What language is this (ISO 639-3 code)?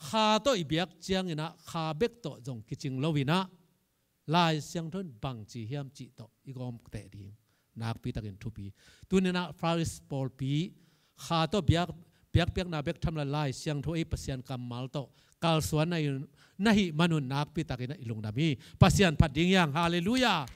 ctd